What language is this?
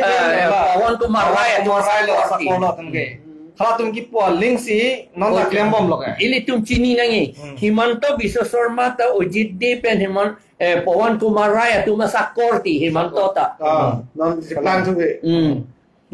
Karbi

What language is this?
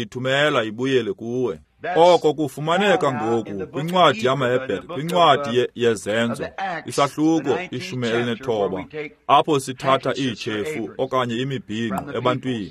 Xhosa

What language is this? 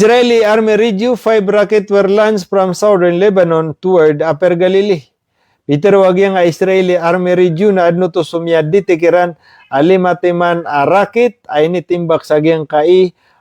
Maranao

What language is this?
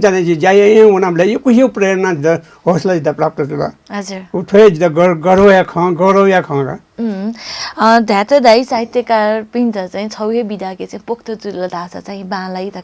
Newari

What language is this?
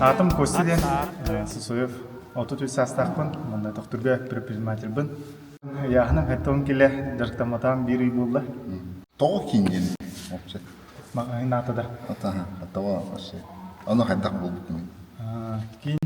Yakut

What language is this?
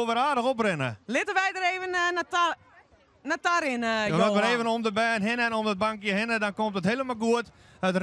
Western Frisian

